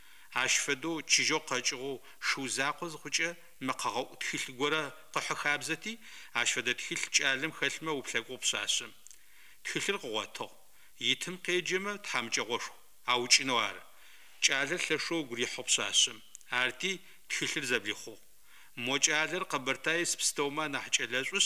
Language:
Adyghe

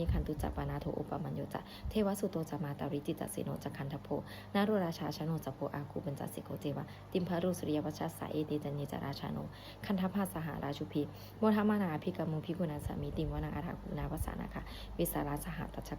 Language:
Pali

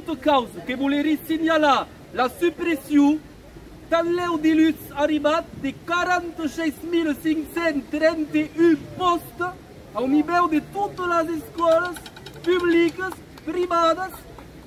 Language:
Occitan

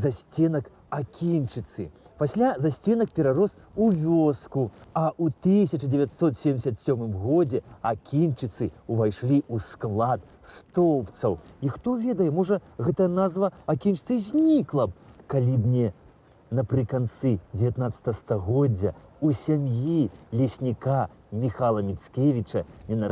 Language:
Belarusian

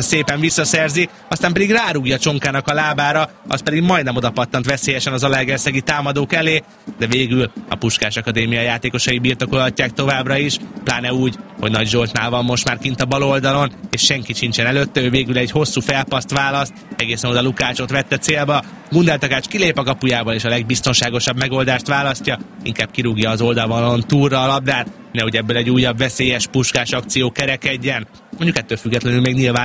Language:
Hungarian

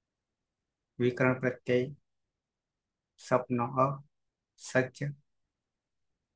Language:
Gujarati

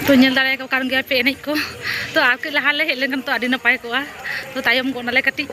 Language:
Santali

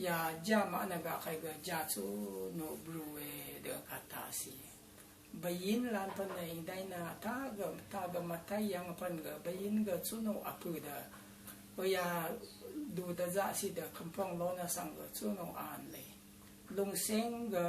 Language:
Rawang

